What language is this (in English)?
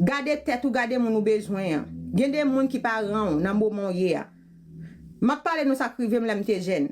Haitian Creole